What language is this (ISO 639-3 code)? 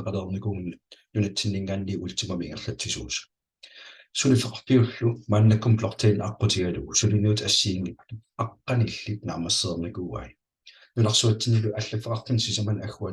kal